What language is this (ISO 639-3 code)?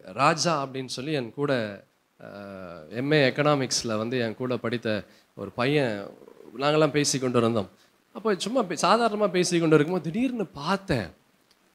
tam